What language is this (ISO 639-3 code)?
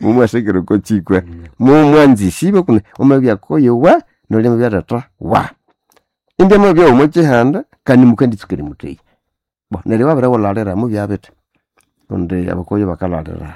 nnb